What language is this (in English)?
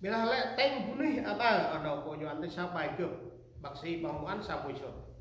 Central Mnong